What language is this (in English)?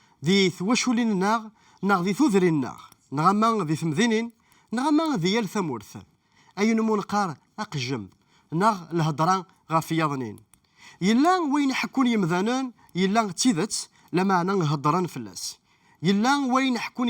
Kabyle